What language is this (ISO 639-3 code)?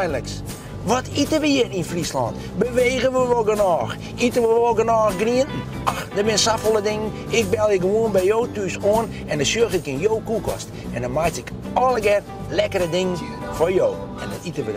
fry